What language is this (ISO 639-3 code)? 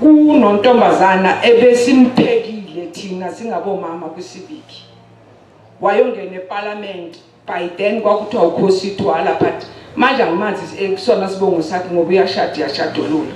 zul